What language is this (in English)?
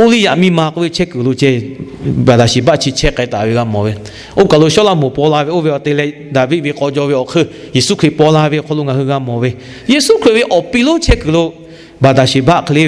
Lahu